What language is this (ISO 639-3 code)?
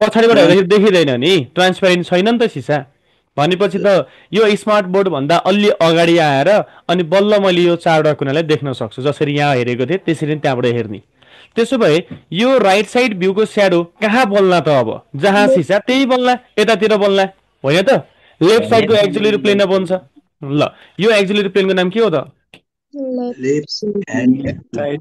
nep